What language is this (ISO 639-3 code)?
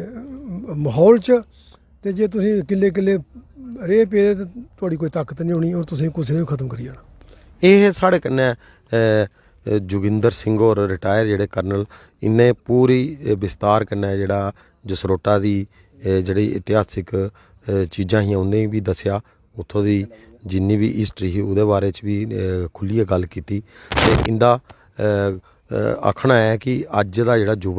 doi